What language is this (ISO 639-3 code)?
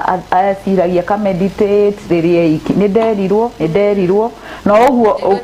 kik